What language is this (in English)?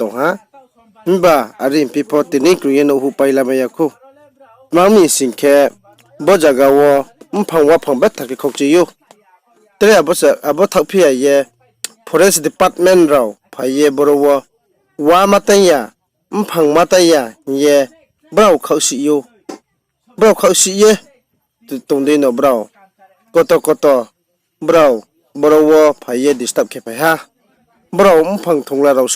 Riang (India)